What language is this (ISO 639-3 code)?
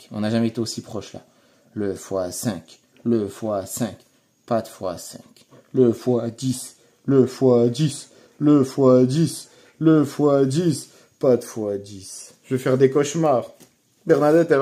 fra